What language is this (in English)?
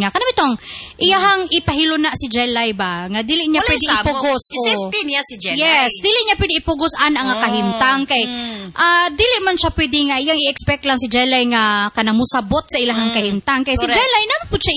Cebuano